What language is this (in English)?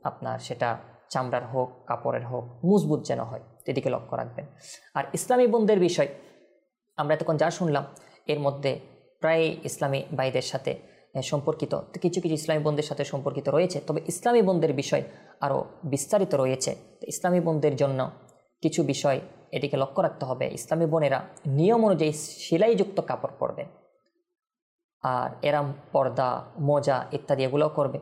Bangla